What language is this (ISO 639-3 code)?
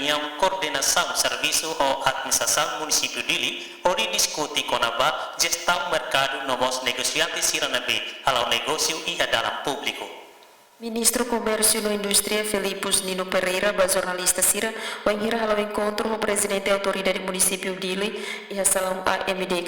tet